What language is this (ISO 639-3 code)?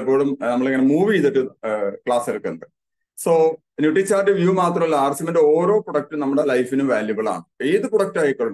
mal